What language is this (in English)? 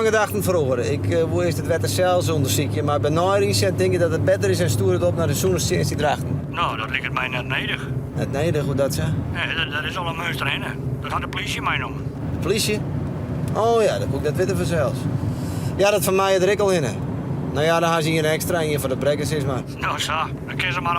Western Frisian